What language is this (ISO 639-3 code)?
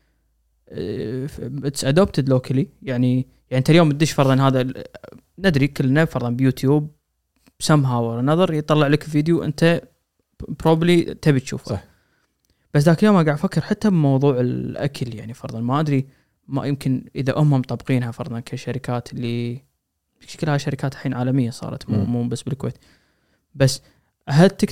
afb